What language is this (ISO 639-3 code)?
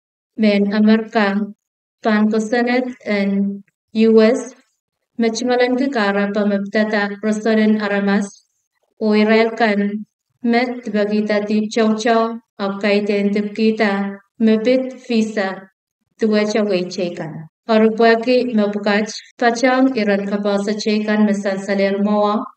pon